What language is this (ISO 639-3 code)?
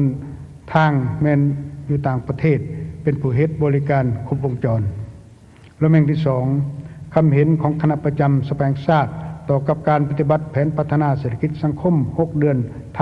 lao